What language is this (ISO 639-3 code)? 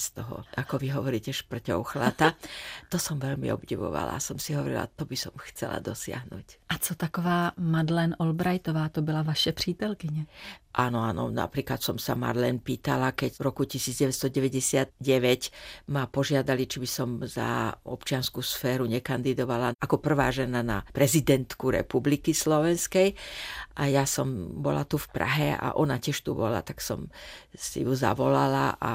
slk